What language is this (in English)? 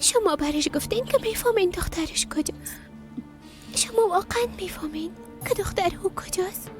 Persian